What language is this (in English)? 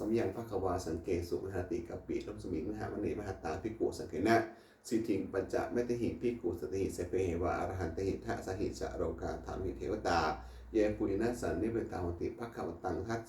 Pali